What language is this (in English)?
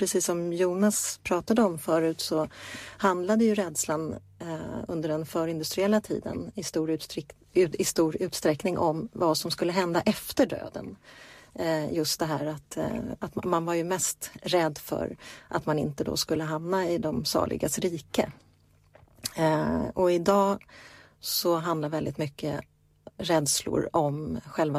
Swedish